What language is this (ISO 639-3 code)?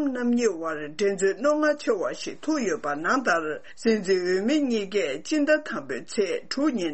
bod